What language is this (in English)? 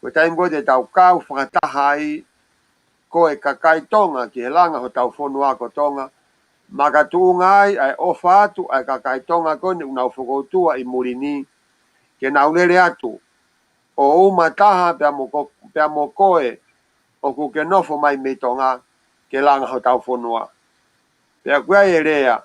Tongan